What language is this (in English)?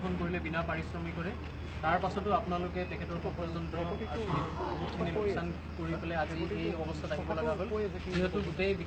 Assamese